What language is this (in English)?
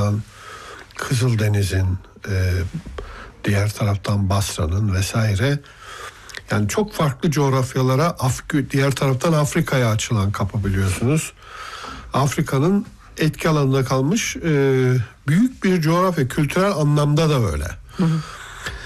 Turkish